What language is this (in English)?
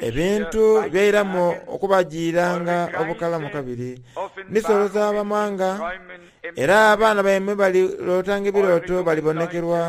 Soga